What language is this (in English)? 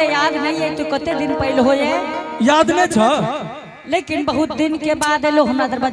Angika